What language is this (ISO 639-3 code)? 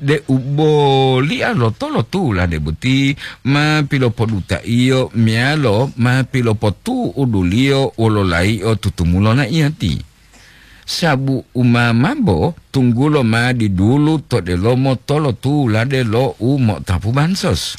gor